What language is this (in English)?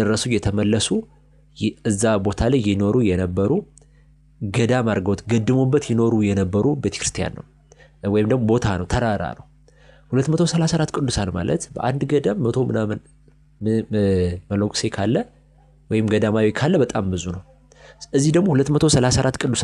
Amharic